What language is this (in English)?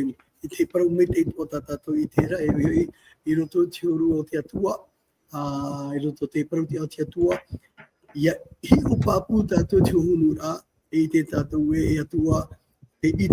Tahitian